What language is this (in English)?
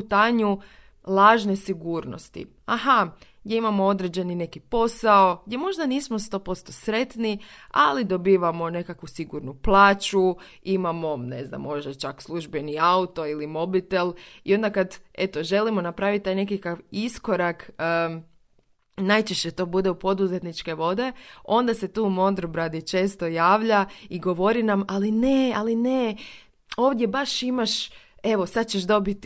Croatian